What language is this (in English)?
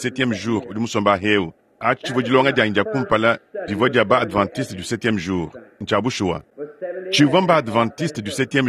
Luba-Lulua